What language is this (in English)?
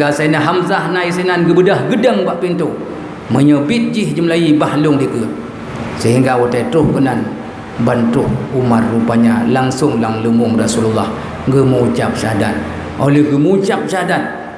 Achinese